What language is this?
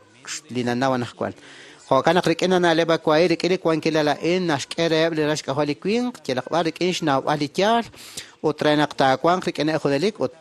Kekchí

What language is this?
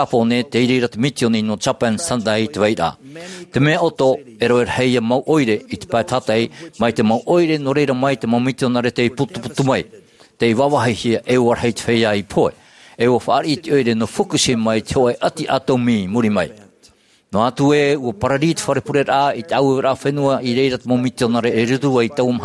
Tahitian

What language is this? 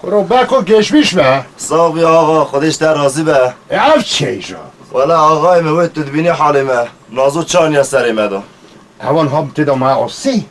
Kurdish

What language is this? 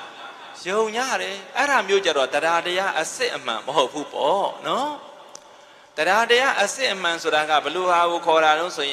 Burmese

